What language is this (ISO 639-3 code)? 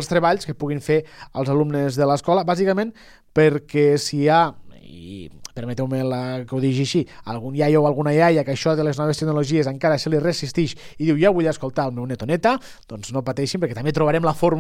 cat